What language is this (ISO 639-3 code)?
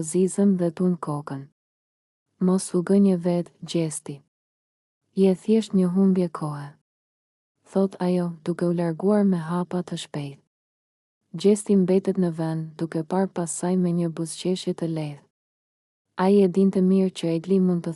sqi